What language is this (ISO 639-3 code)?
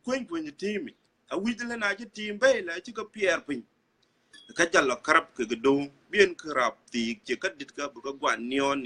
din